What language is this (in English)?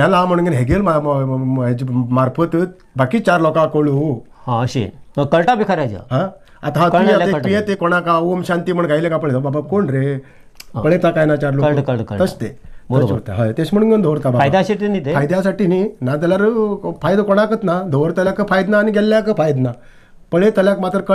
Konkani